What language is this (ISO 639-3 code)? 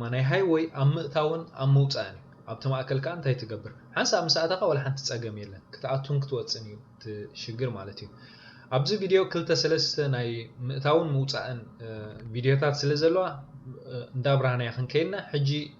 tir